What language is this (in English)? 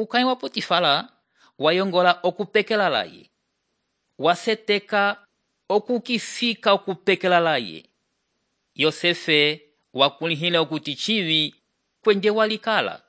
Umbundu